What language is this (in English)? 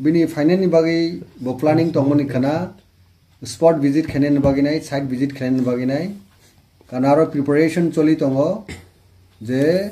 Kok Borok